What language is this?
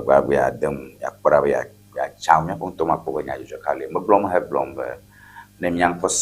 Ewe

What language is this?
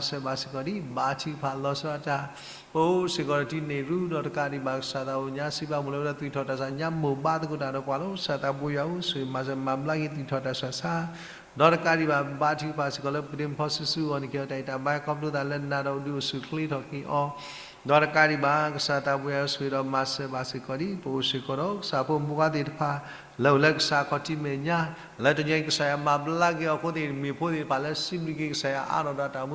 S'gaw Karen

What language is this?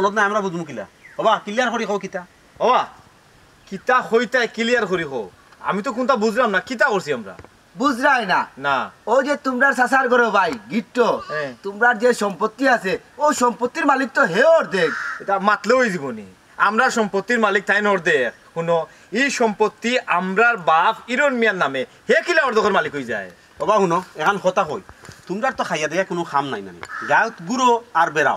Sylheti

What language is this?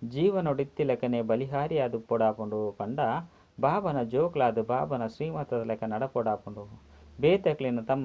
Tulu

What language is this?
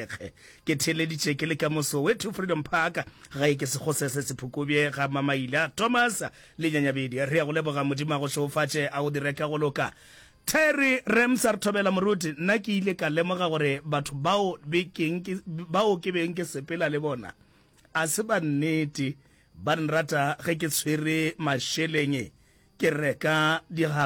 Northern Sotho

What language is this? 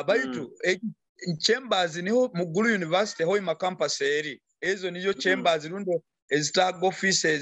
Nyoro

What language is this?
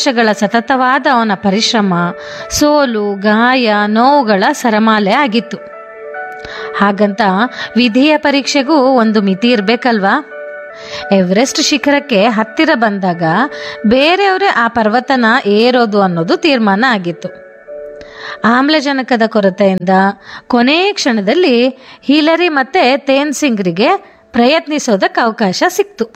Kannada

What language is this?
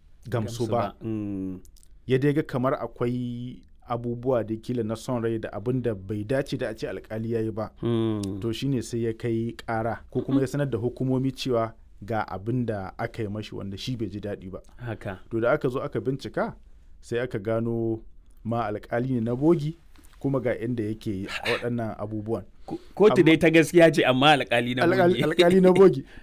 Hausa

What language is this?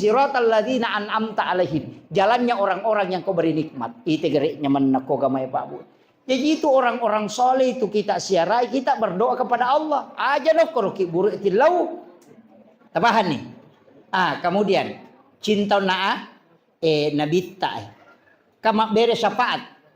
Buginese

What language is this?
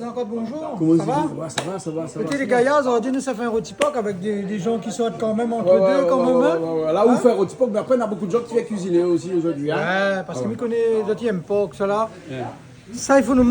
Réunion Creole French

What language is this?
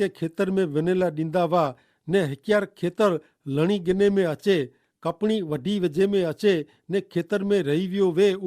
Kachhi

